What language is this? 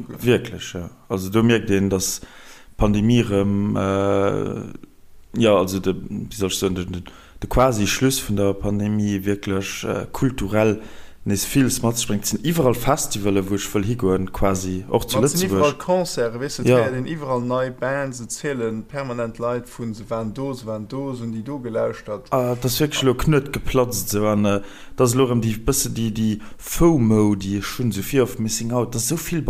Luxembourgish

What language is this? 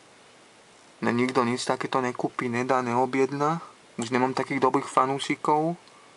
Slovak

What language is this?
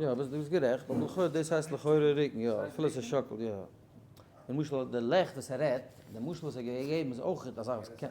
Yiddish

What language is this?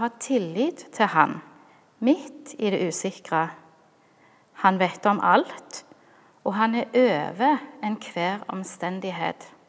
Norwegian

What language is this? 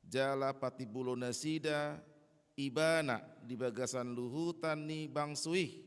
Batak Toba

